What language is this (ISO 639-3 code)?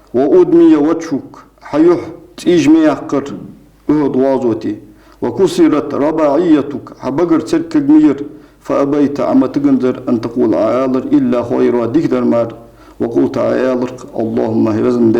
inh